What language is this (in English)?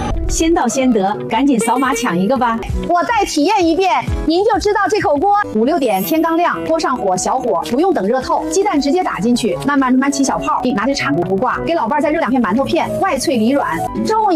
Chinese